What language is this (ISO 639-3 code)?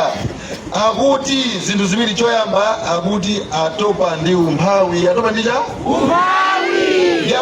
nya